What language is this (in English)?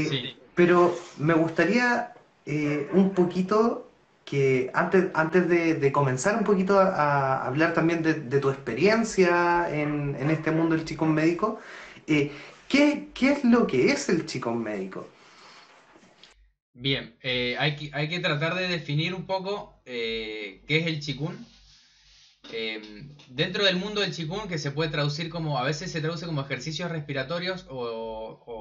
Spanish